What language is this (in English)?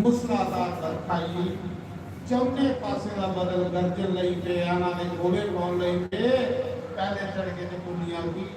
Dogri